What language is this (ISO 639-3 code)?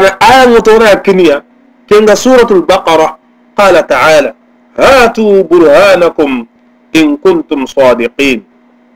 snk